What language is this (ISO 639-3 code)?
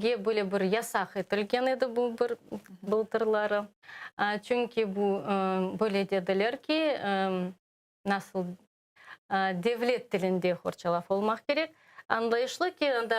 crh